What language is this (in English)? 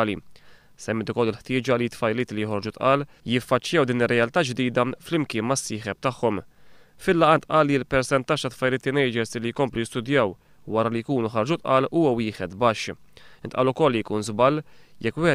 Maltese